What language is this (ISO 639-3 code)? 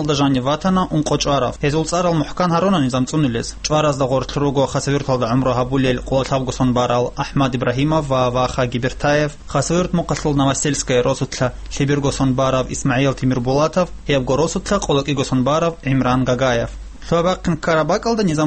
ava